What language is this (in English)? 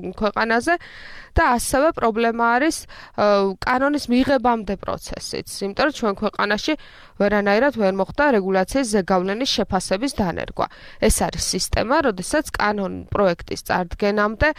Georgian